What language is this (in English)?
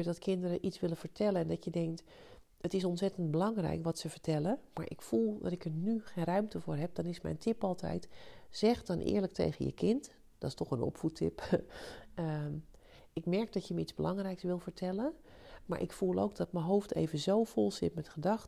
Dutch